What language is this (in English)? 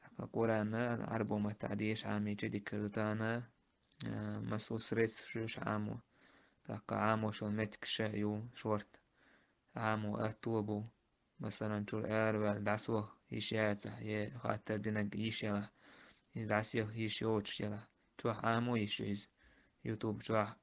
Chechen